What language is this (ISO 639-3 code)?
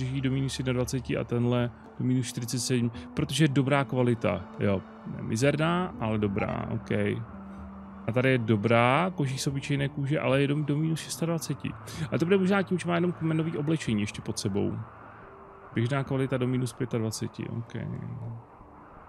ces